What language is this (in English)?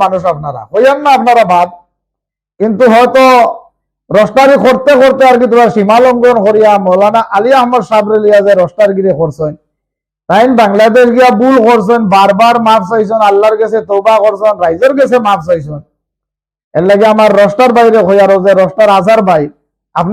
Sylheti